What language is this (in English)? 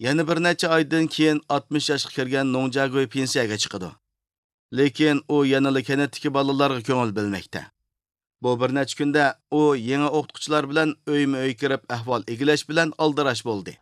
Uyghur